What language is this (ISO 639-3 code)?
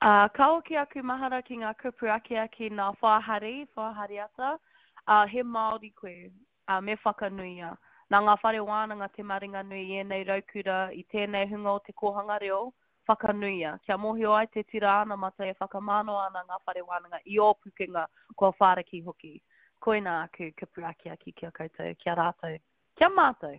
mri